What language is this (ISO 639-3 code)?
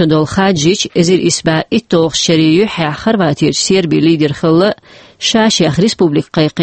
che